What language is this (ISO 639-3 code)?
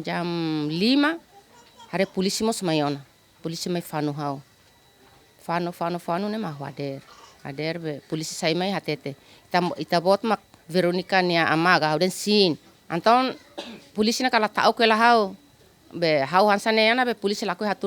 tet